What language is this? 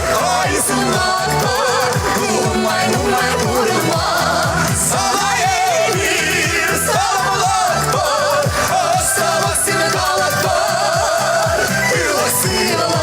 Chuvash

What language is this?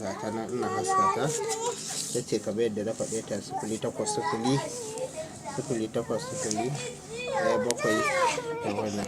Hausa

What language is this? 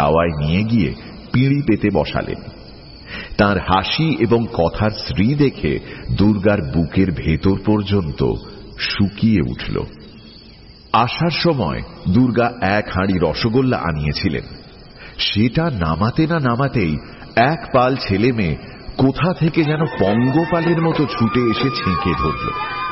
Bangla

